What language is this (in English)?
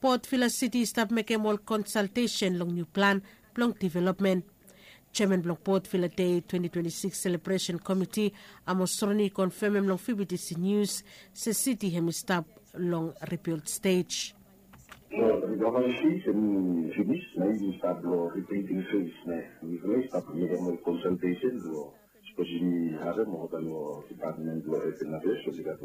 Bislama